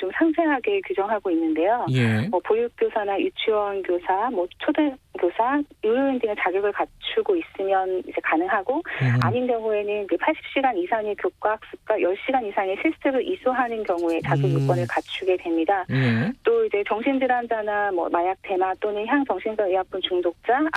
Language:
Korean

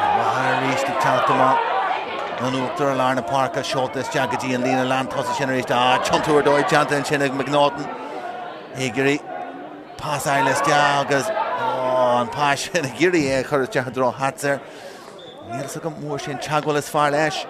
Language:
Irish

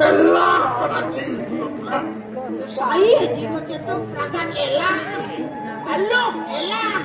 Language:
Balinese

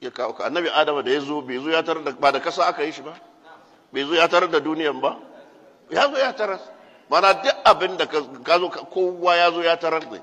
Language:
Hausa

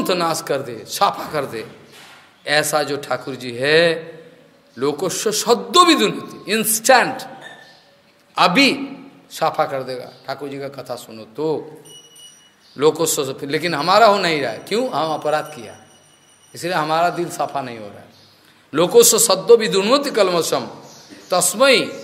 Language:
Hindi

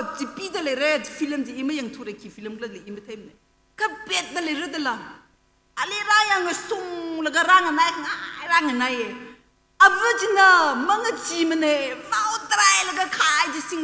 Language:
Tangkhul Naga (India)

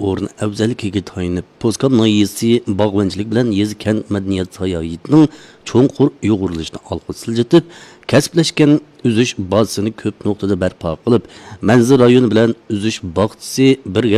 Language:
Uyghur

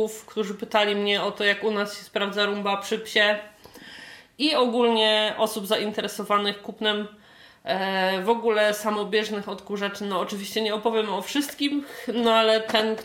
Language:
Polish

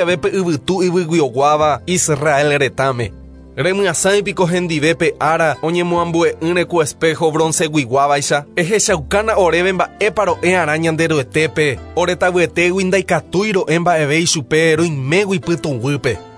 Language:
Guarani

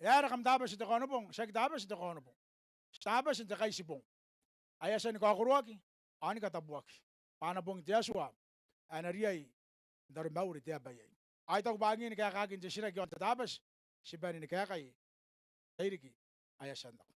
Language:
Gilbertese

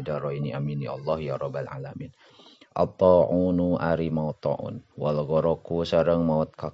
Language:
Sundanese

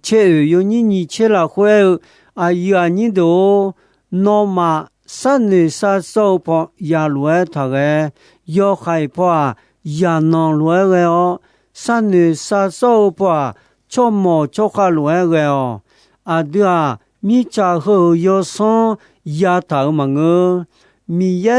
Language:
Akha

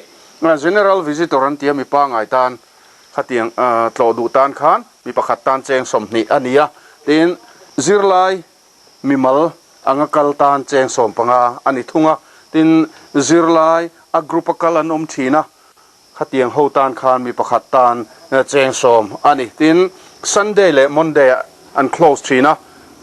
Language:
Mizo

